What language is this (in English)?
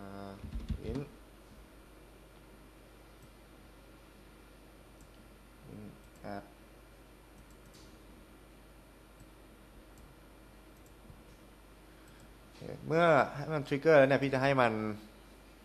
Thai